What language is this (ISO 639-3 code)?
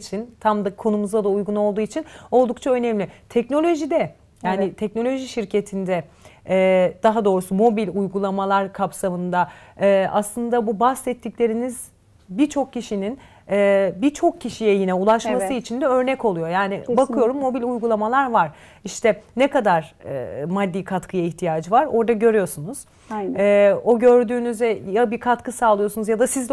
tur